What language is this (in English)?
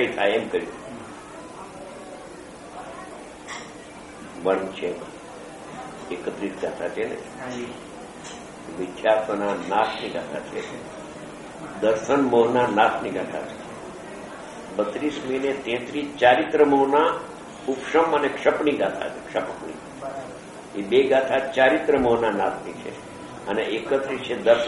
Gujarati